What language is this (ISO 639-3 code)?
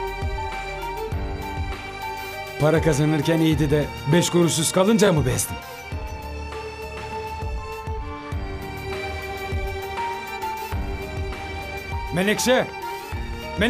tur